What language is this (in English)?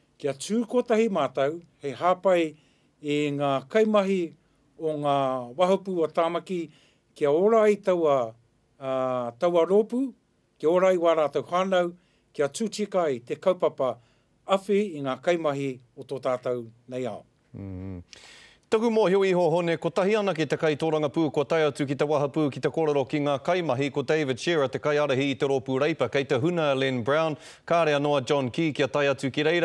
Māori